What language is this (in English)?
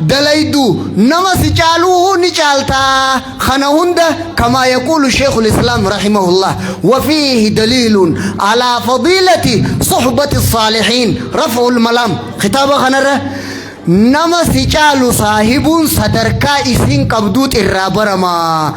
Oromo